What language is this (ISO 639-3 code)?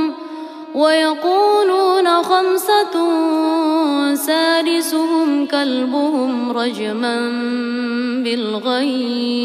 ara